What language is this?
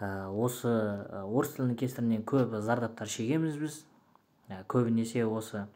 Kazakh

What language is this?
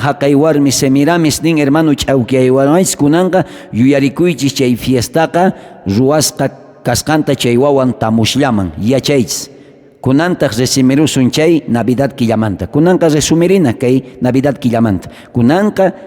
South Bolivian Quechua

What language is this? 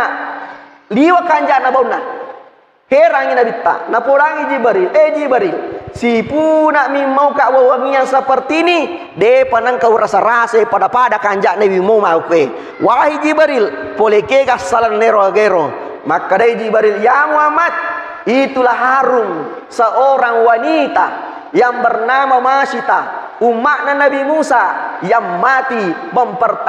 Buginese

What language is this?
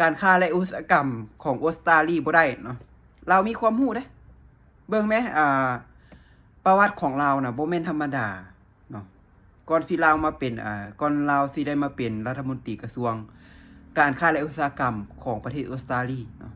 Lao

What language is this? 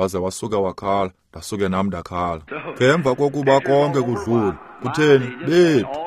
Xhosa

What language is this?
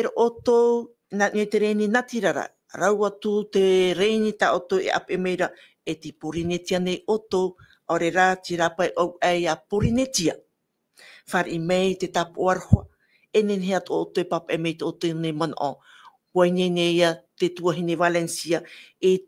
Tahitian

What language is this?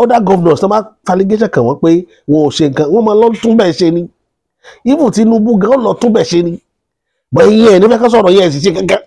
Yoruba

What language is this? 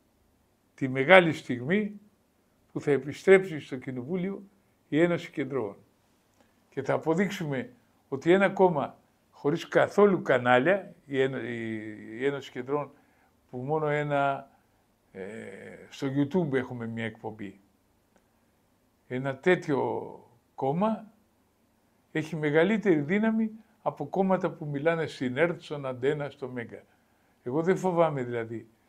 Greek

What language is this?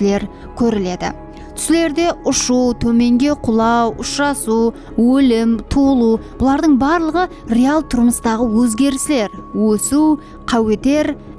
Kara-Kalpak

